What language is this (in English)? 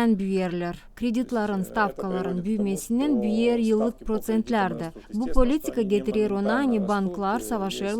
Gagauz